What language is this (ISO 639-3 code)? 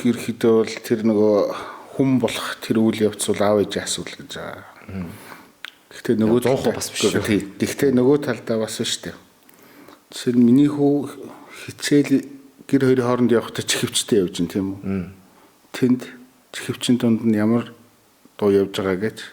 mon